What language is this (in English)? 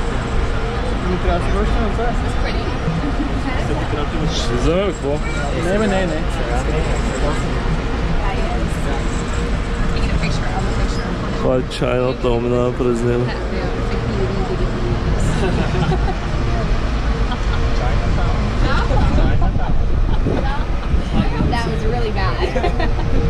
Bulgarian